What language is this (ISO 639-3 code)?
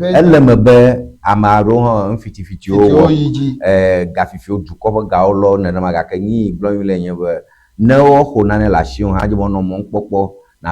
ewe